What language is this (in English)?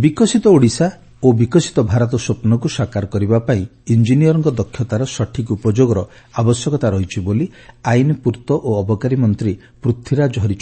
Odia